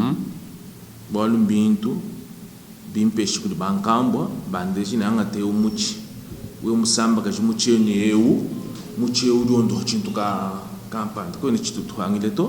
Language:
Luba-Lulua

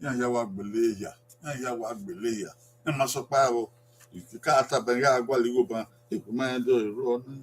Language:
Bini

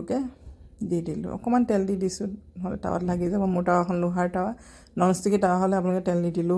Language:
Assamese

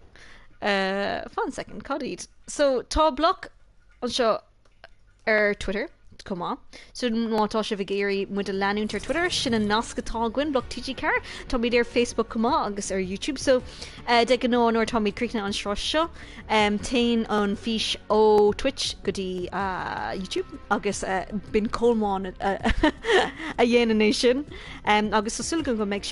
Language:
Irish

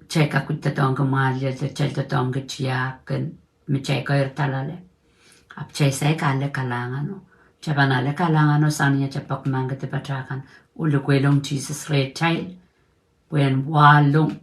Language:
Pohnpeian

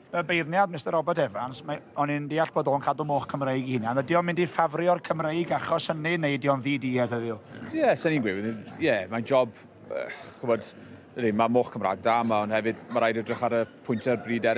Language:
Welsh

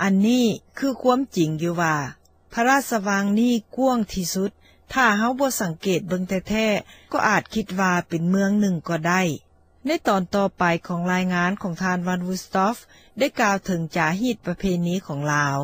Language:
Lao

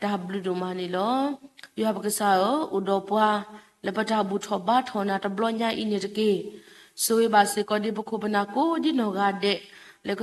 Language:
S'gaw Karen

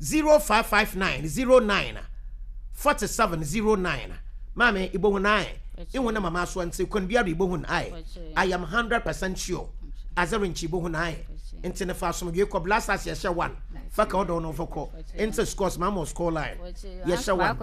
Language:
Akan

